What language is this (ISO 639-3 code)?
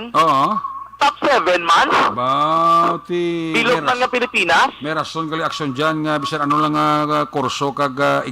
hil